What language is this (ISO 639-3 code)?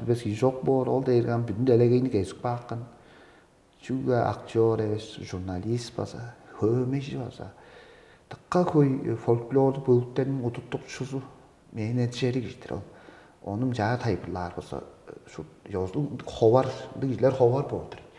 tyv